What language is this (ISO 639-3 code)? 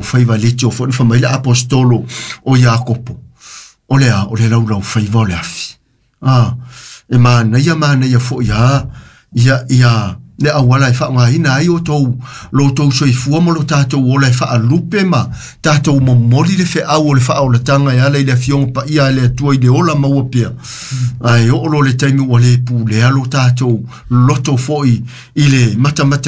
smo